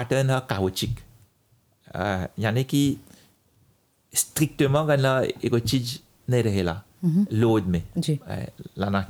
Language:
Bhojpuri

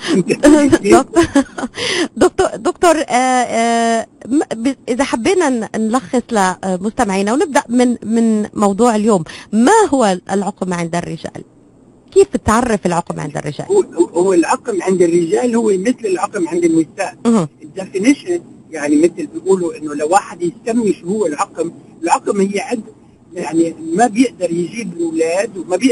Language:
North Levantine Arabic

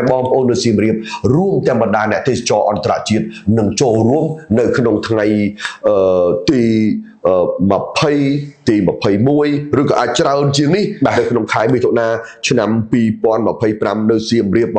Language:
Khmer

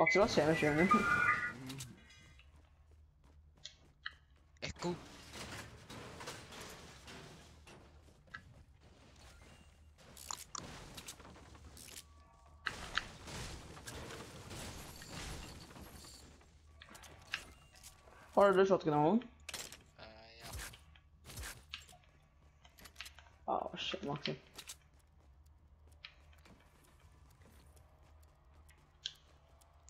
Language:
Norwegian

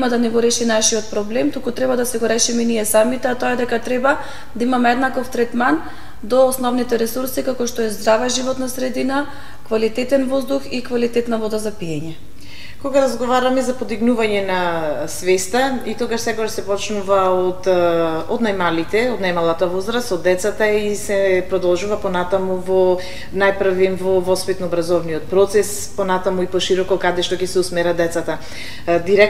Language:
Macedonian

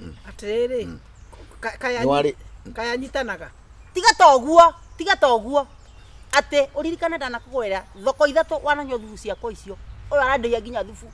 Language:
Kikuyu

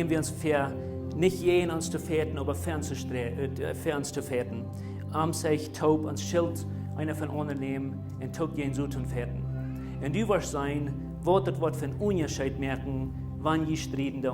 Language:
Plautdietsch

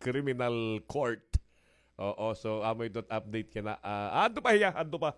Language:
Waray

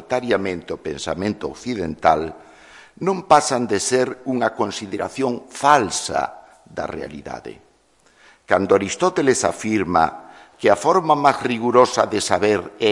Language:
Galician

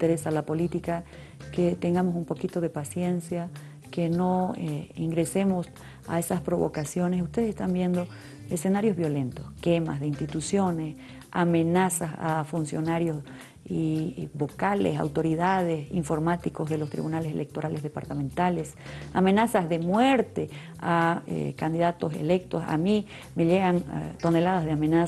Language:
Spanish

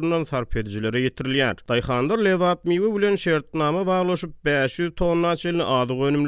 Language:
Turkmen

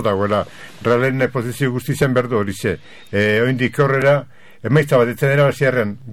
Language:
Basque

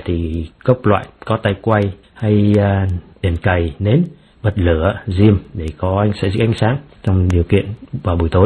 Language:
Vietnamese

